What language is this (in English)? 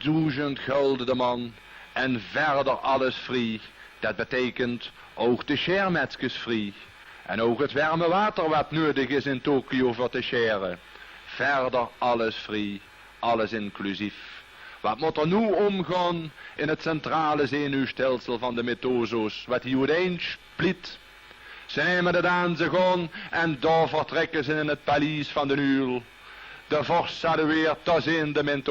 Limburgish